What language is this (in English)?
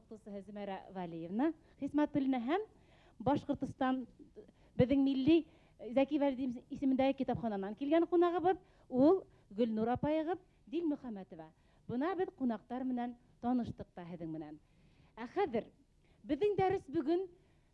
Bashkir